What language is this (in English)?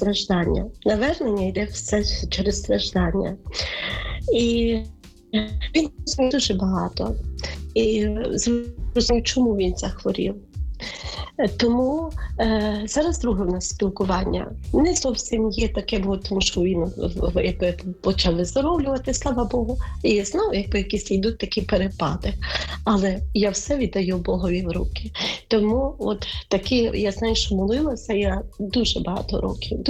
Ukrainian